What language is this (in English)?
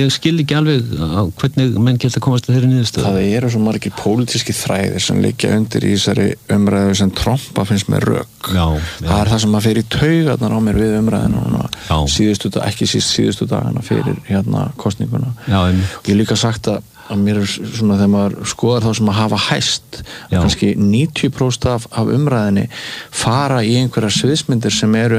Icelandic